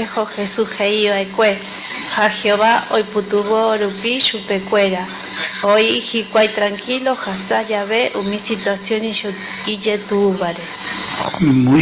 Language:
Guarani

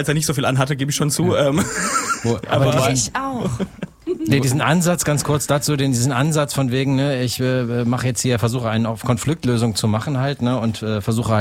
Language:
German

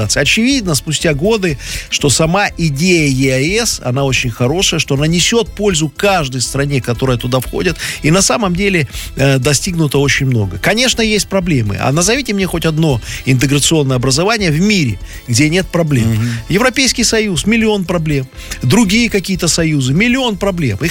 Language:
Russian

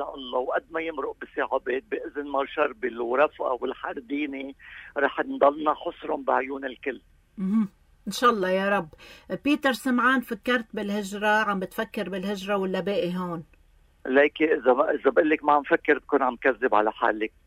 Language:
North Levantine Arabic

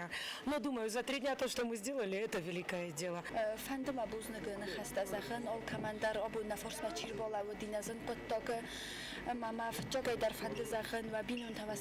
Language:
Ossetic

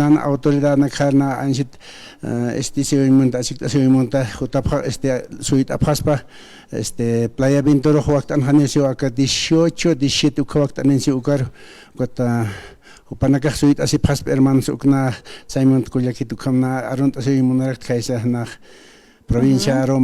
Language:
Aymara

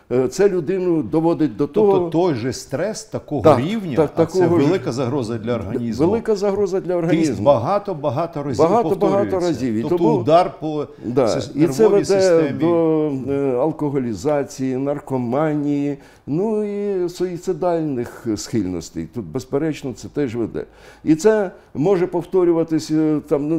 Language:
Ukrainian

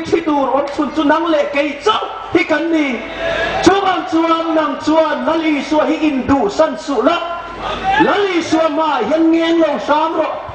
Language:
Hmar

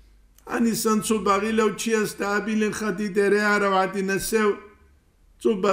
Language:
Avaric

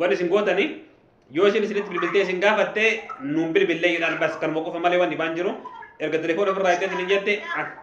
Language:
Oromo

